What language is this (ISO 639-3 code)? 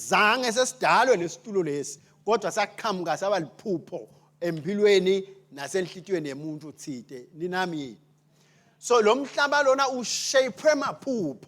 ssw